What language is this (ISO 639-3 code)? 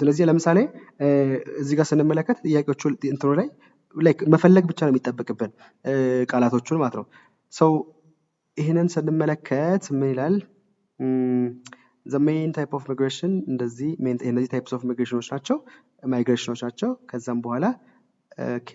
amh